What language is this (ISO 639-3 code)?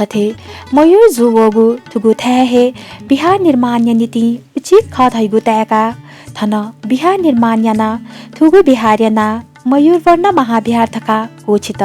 new